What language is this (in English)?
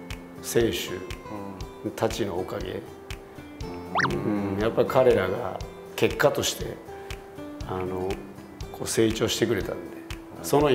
Japanese